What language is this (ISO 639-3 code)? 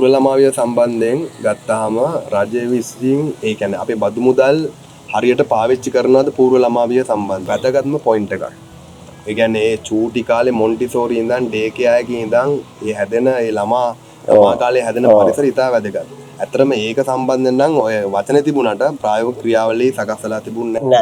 sin